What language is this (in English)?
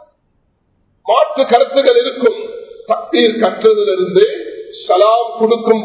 Tamil